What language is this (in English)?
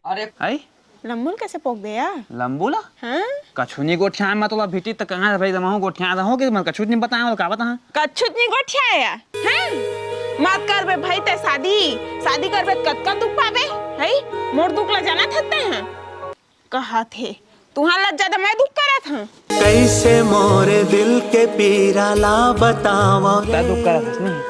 Chhattisgarhi